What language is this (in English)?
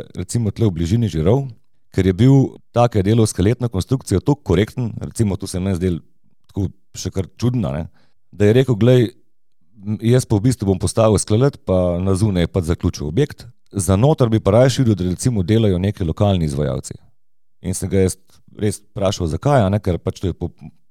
Slovenian